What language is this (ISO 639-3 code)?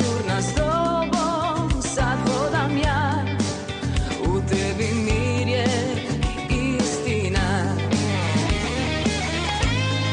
hrv